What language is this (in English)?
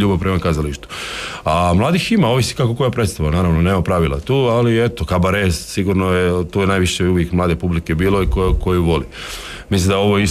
Croatian